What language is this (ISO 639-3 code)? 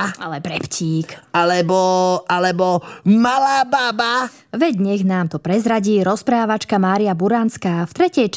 slk